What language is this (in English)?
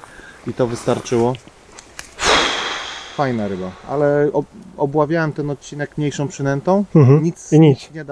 Polish